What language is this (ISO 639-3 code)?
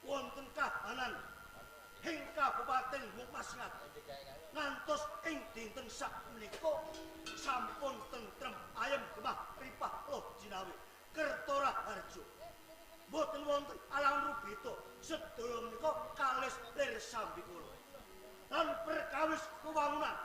jav